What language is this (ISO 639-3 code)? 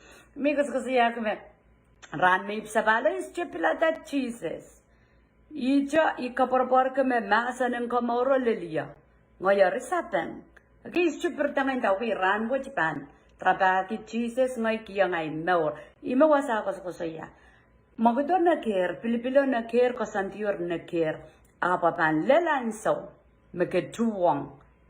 pon